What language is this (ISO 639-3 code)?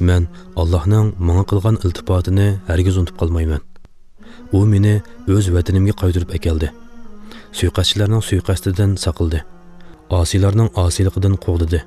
uig